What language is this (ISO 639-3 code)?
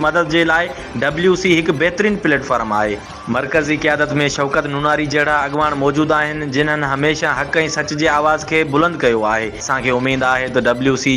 snd